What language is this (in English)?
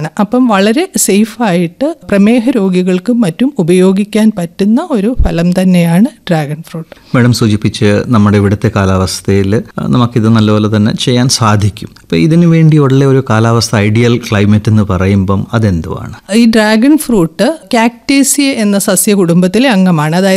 Malayalam